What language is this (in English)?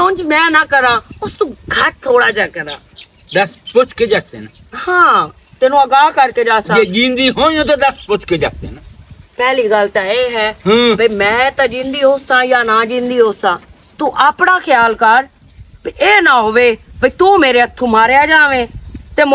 Western Panjabi